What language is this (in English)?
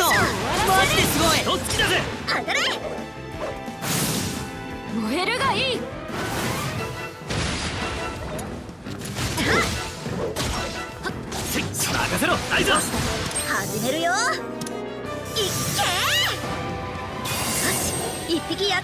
Japanese